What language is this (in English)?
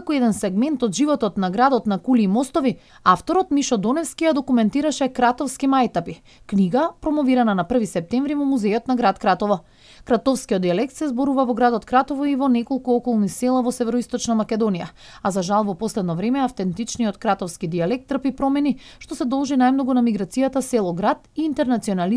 Macedonian